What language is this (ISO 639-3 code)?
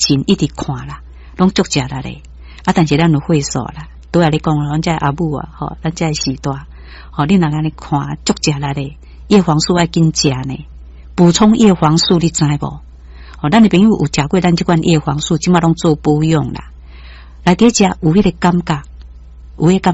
nan